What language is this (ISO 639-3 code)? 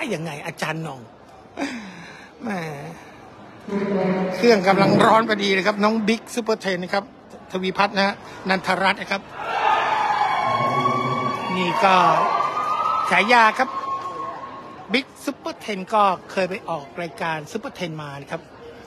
tha